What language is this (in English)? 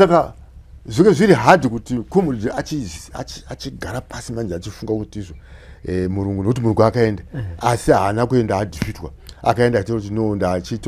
Shona